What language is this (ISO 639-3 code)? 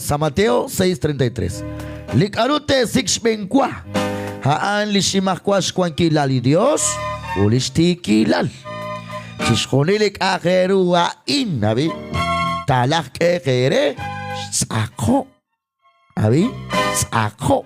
kek